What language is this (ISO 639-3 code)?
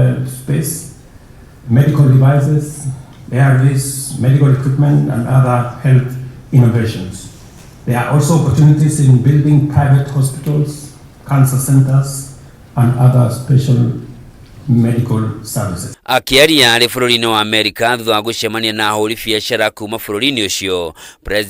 kik